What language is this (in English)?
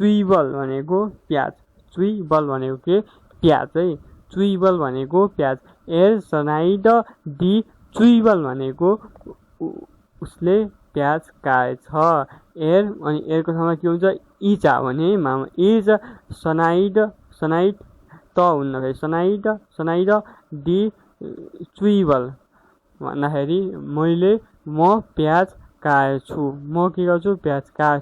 Nepali